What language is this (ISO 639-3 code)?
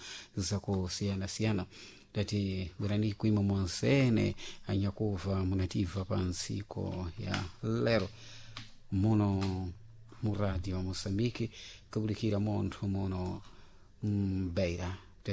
seh